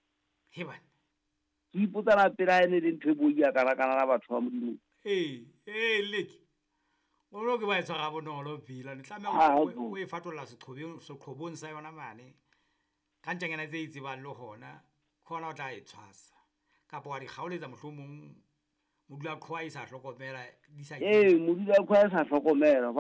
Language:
Southern Sotho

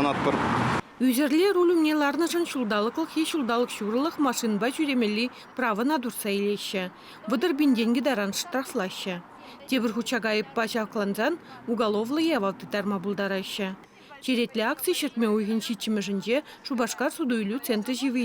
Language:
Chuvash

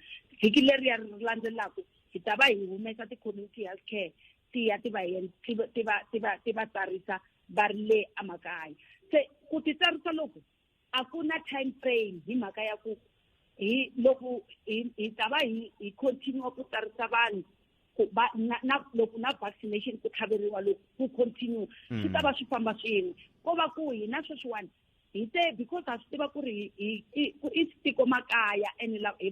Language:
Tsonga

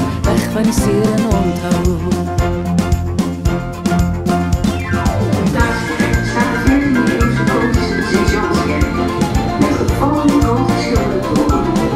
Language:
Afrikaans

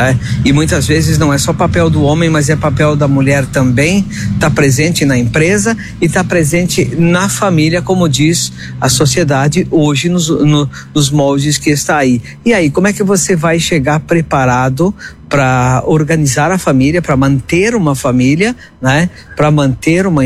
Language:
Portuguese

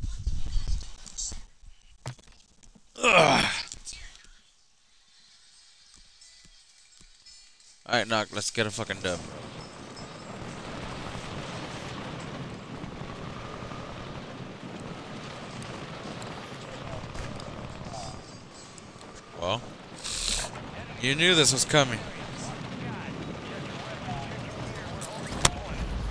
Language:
English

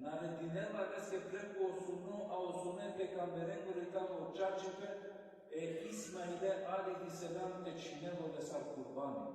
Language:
Balkan Romani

